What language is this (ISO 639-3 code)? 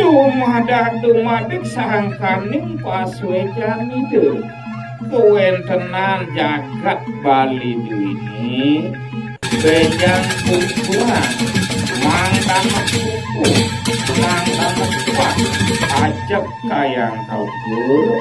ban